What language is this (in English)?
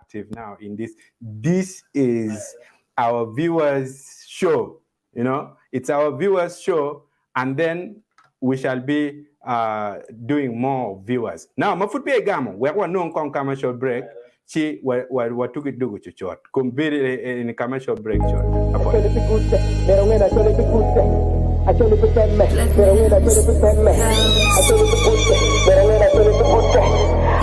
Acoli